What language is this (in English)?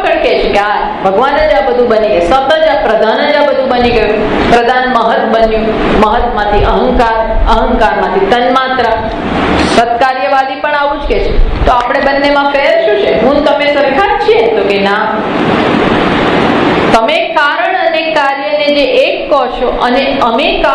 Gujarati